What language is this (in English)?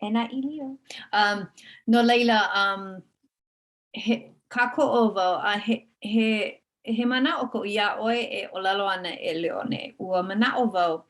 Hawaiian